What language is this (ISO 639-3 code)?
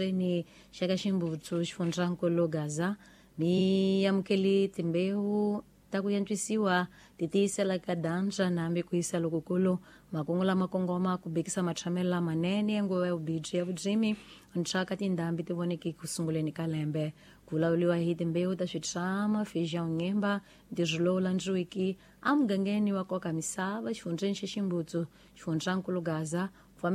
tso